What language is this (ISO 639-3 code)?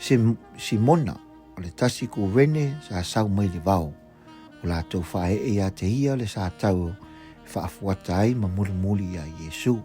smo